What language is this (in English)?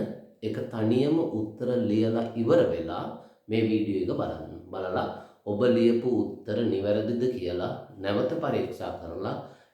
Sinhala